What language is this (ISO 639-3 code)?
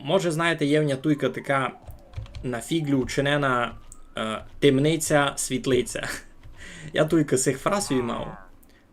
rue